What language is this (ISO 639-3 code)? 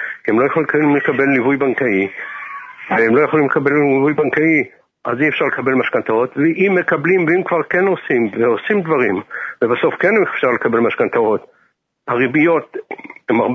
heb